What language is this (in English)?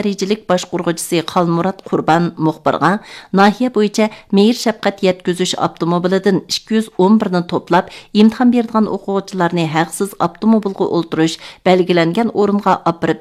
Uyghur